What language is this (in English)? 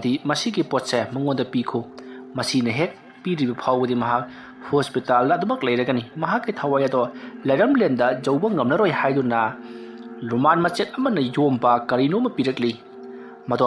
Manipuri